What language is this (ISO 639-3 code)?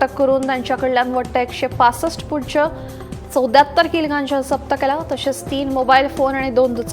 kok